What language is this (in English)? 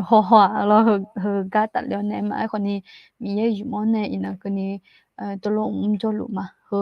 Akha